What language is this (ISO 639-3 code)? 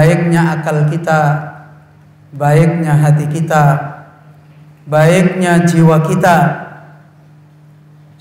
ind